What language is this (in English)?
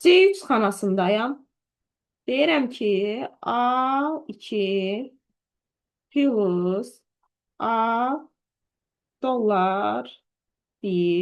Azerbaijani